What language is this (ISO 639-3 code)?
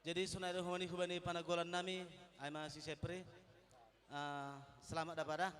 bts